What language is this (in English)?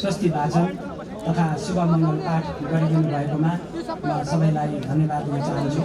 Nepali